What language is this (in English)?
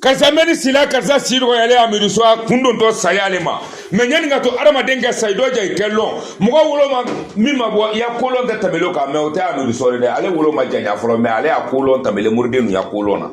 Bambara